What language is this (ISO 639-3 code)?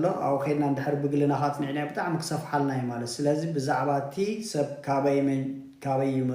tir